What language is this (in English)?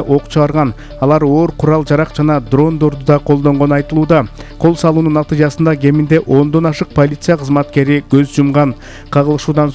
Kyrgyz